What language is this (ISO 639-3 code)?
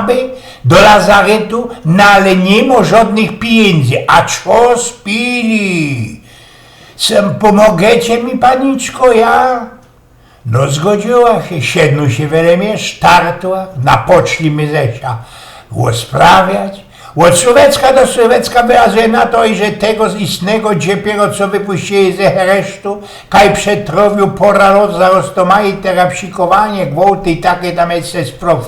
szl